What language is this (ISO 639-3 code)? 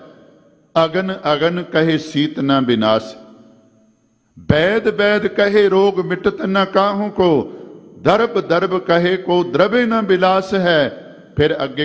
pan